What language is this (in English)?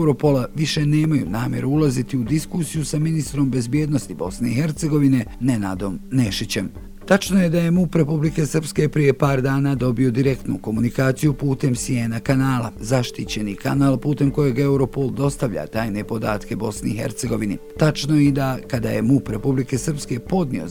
Serbian